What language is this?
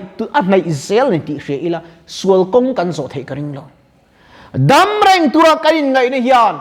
Mizo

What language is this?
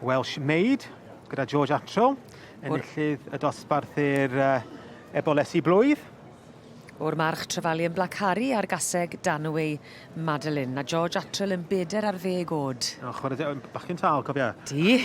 Welsh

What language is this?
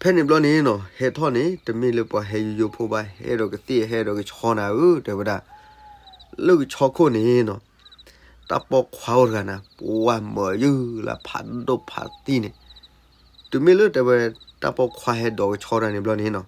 S'gaw Karen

